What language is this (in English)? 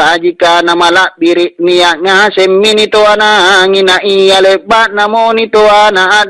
Makasar